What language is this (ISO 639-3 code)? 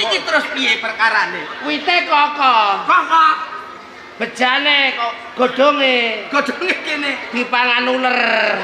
jav